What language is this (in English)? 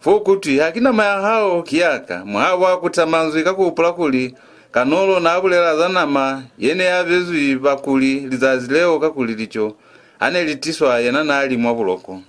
Lozi